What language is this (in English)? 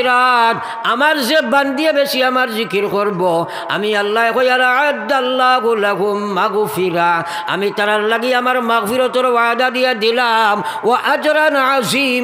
Sylheti